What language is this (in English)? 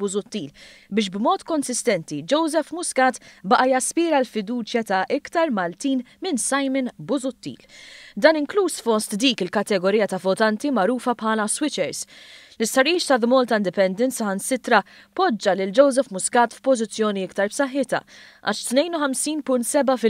Maltese